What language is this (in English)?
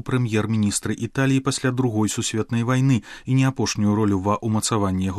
Belarusian